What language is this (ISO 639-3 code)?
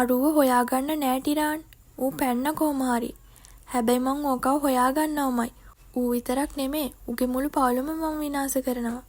sin